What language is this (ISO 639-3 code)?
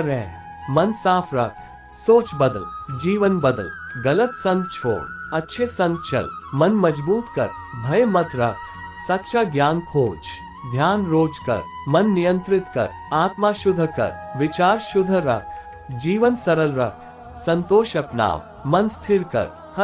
hne